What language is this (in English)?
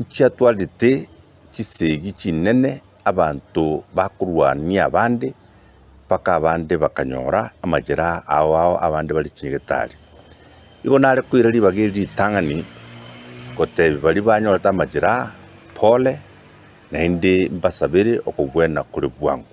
Gusii